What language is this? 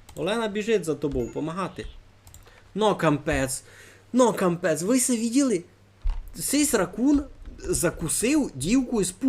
Rusyn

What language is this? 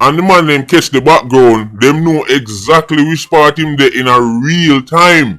Jamaican Creole English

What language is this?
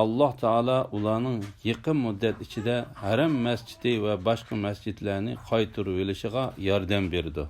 Uyghur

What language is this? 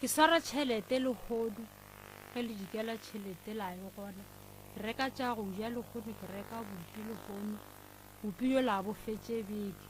Northern Sotho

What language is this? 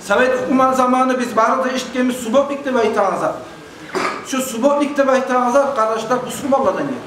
Kumyk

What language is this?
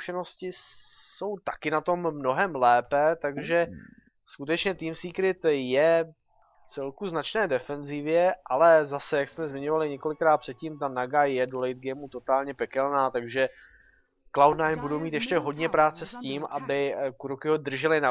Czech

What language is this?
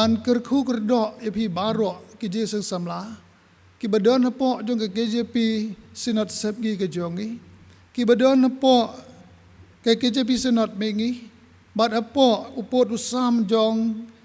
Khasi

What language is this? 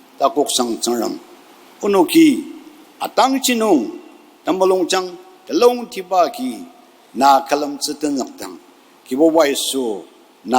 Ao Naga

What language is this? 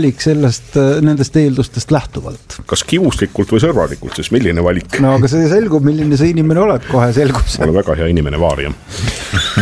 Estonian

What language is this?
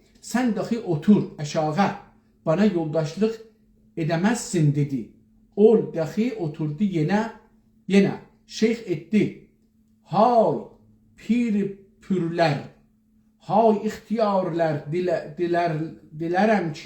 South Azerbaijani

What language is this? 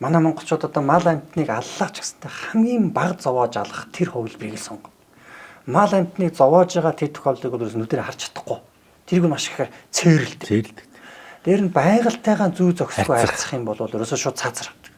Mongolian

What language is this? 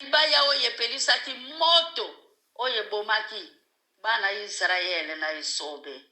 Lingala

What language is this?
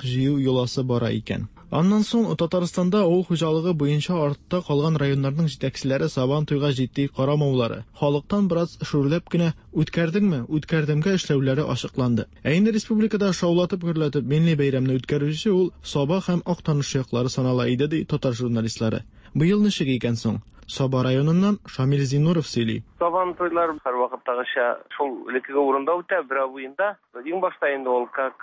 Tatar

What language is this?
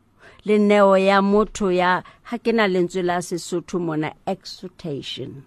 Southern Sotho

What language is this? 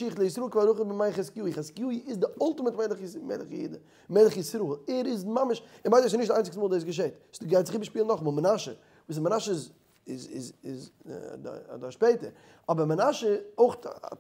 Yiddish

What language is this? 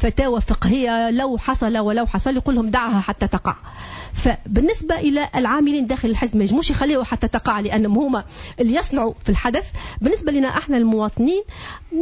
Tunisian Arabic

